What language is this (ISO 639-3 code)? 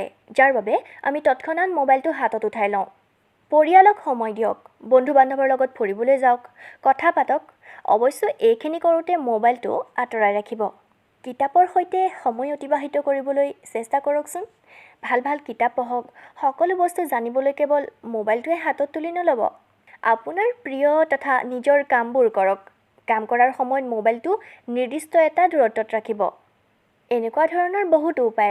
asm